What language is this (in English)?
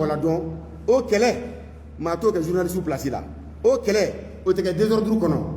Bambara